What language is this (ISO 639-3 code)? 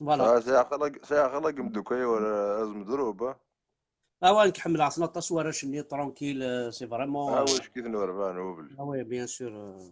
kab